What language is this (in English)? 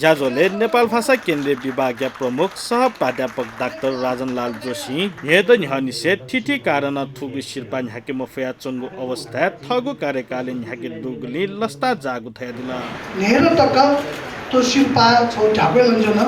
Newari